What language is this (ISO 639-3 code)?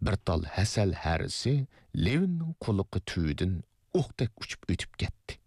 uig